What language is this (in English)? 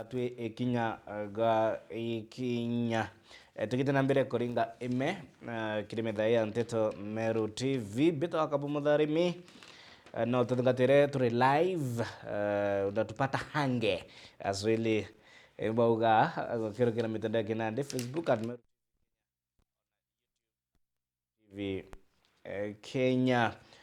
Meru